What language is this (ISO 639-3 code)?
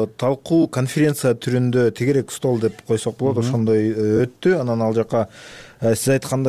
kir